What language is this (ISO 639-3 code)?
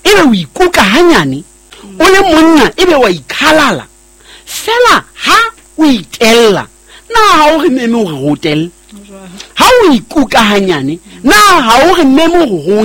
sot